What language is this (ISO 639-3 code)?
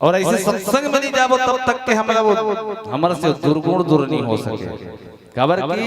hne